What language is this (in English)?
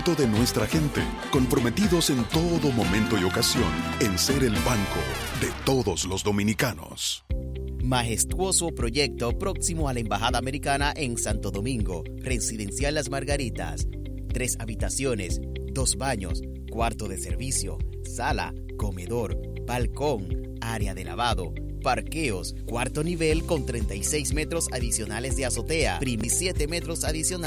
Spanish